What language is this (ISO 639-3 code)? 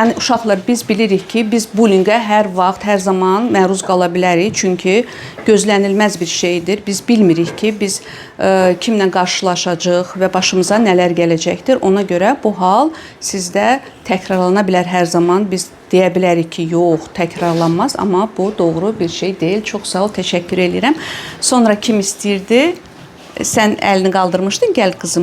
aze